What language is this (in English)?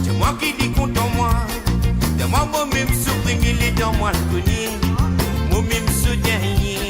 Morisyen